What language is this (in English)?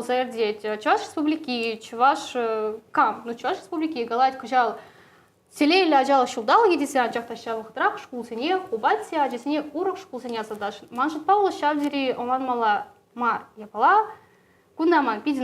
Chuvash